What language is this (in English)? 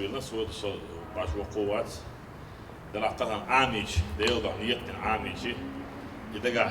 Chechen